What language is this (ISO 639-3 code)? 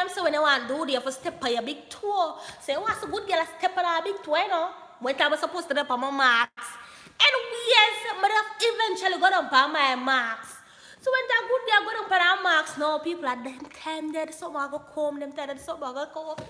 jam